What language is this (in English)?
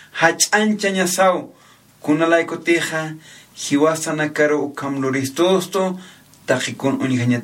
Aymara